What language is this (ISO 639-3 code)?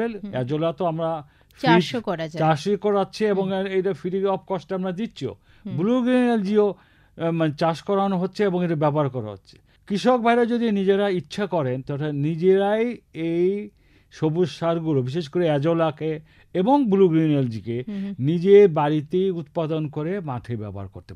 ben